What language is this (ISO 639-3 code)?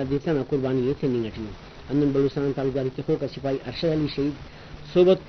brh